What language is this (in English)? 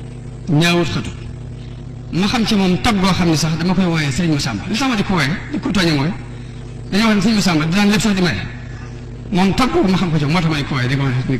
Wolof